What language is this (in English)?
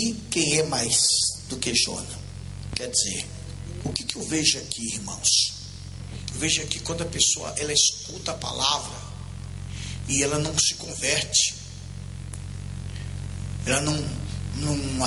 Portuguese